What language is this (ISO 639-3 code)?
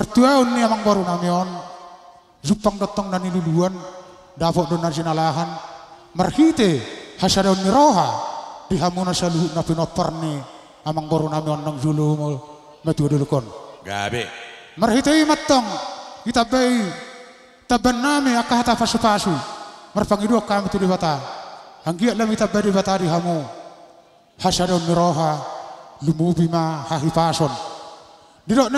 bbc